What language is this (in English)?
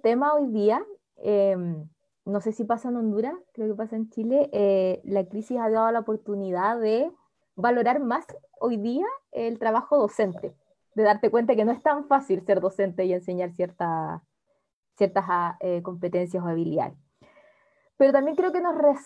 Spanish